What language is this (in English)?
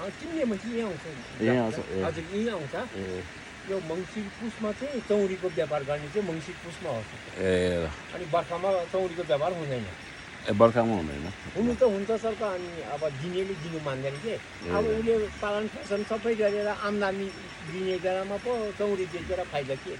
Nepali